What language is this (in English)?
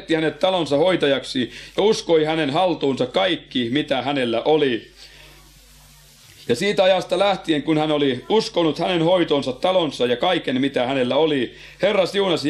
Finnish